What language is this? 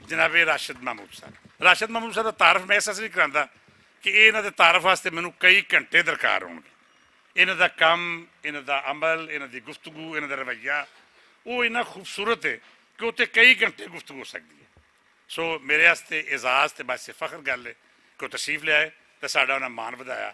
Western Panjabi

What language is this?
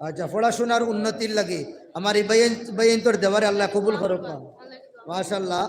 Sylheti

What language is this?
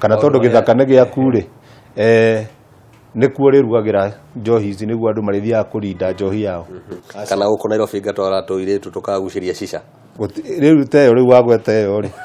Kikuyu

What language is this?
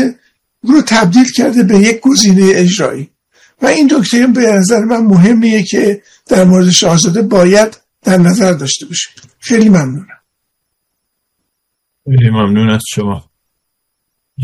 Persian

